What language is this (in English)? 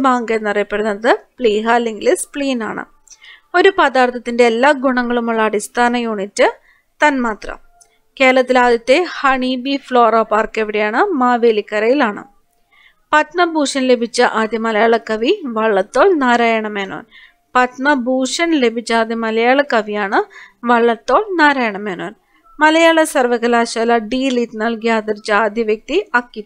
Malayalam